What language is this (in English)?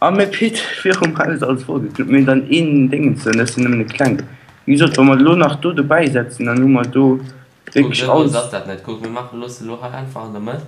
Luxembourgish